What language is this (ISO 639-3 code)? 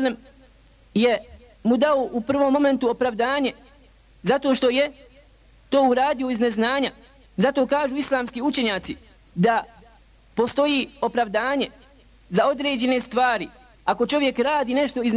bos